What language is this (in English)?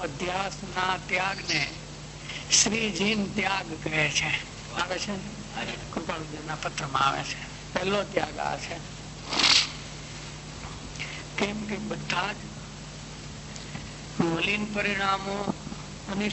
Gujarati